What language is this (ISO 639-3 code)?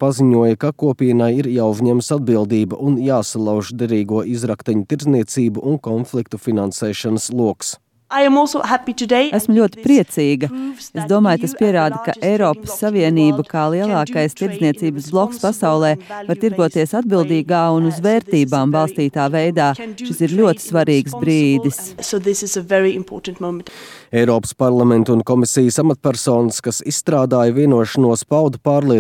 lav